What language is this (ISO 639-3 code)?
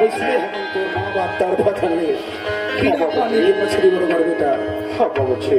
hne